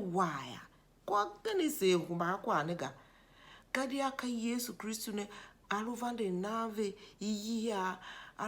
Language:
Tiv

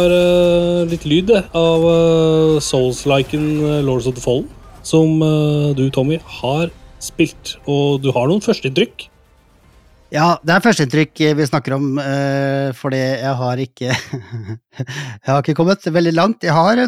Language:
Norwegian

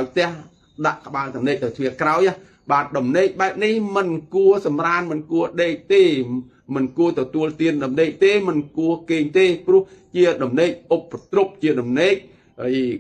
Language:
Khmer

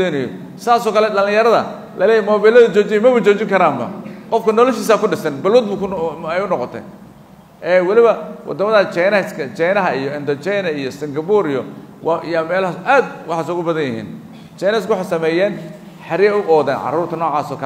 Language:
Somali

